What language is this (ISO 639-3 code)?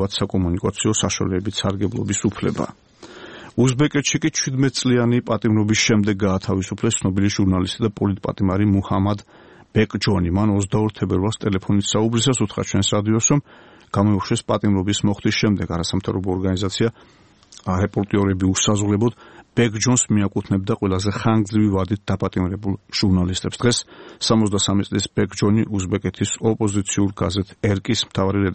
kat